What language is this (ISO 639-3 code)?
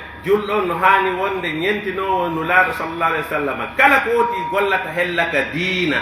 fuf